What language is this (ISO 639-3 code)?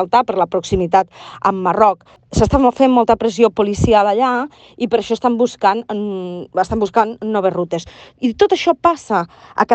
cat